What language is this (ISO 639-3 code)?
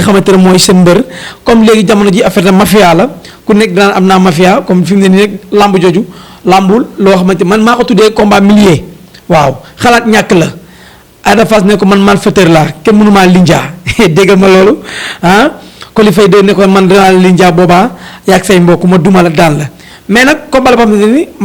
wol